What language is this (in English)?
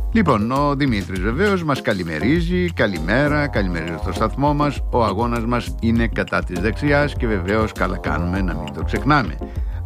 Greek